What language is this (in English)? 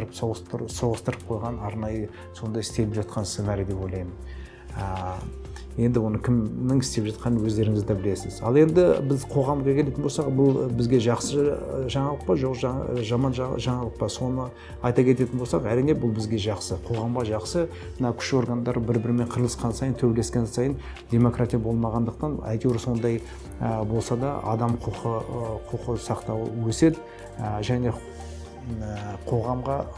Kazakh